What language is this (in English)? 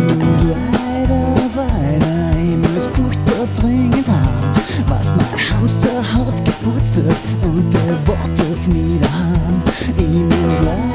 Bavarian